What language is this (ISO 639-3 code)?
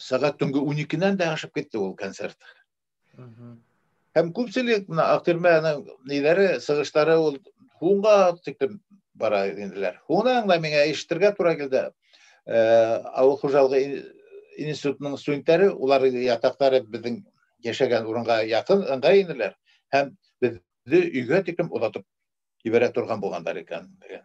bak